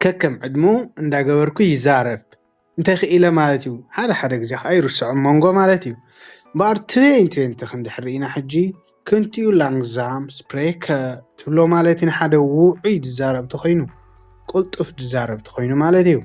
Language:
Tigrinya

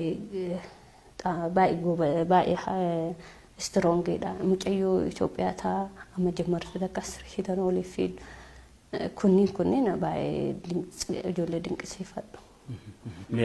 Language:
Oromo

